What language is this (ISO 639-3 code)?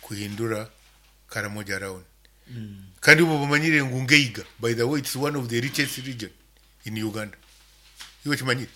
nyn